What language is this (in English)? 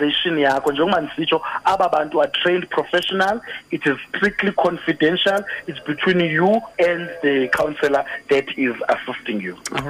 Xhosa